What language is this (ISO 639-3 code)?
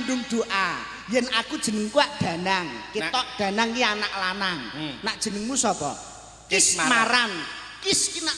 jav